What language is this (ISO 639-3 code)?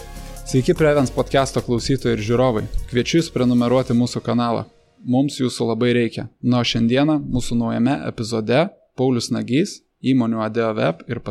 lit